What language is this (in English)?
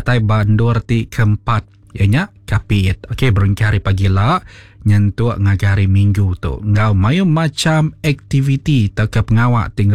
Iban